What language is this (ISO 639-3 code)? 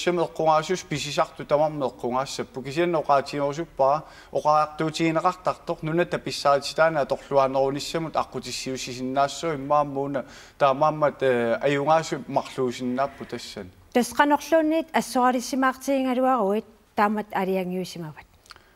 kal